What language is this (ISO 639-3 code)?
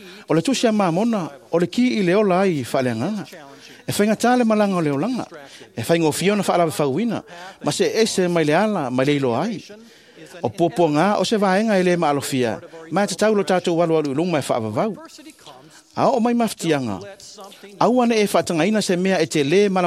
smo